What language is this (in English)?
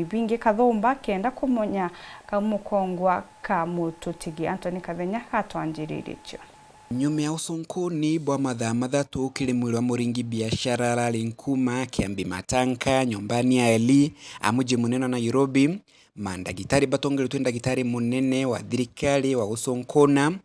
Meru